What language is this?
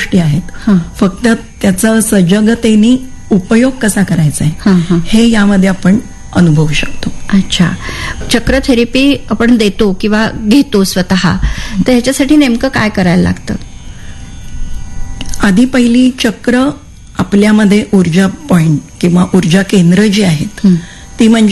Marathi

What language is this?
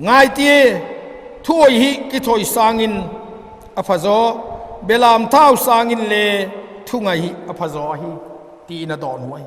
Vaiphei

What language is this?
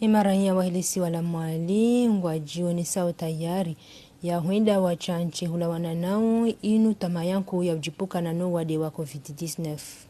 Ngazidja Comorian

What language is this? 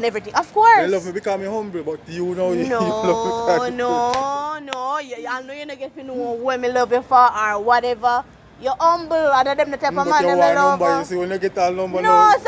Jamaican Creole English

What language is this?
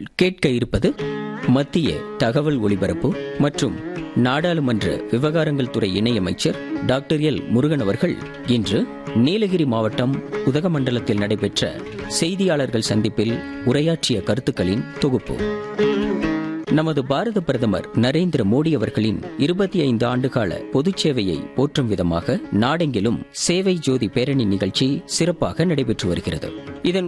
Tamil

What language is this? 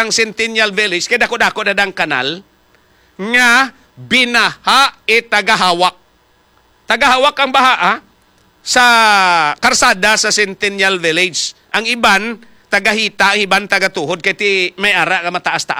Hiligaynon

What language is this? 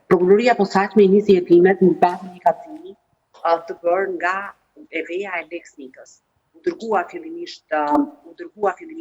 Albanian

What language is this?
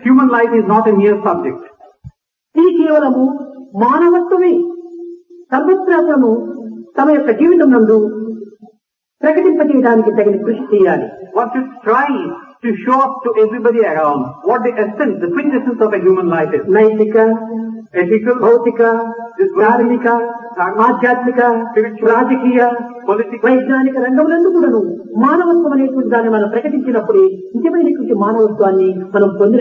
Telugu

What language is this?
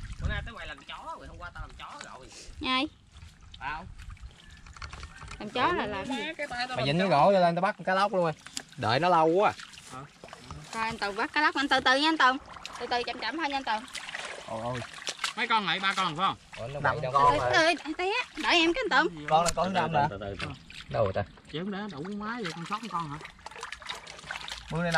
Vietnamese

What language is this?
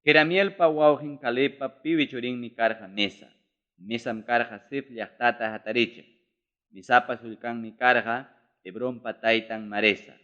Ayacucho Quechua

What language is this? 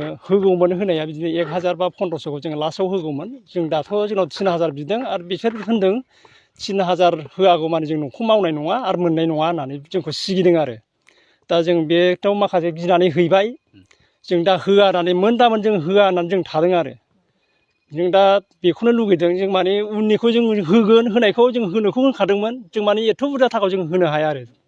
Bodo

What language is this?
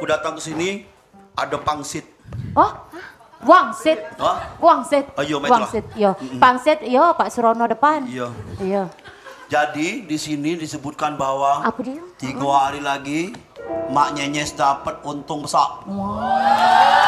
Musi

